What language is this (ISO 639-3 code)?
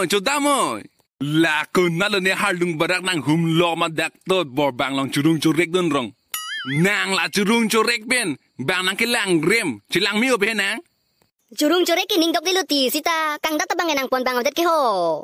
mjw